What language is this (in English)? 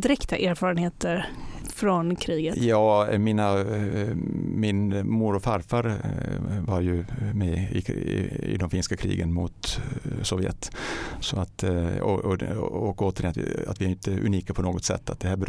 Swedish